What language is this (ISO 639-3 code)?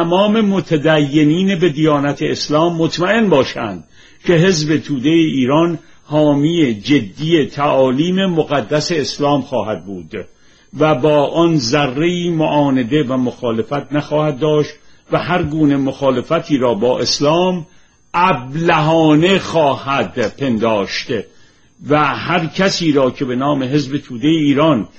fas